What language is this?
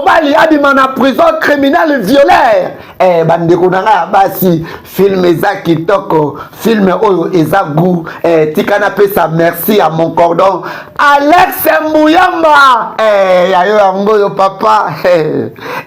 Lingala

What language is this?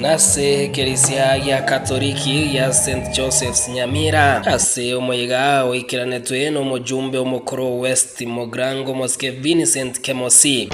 Gusii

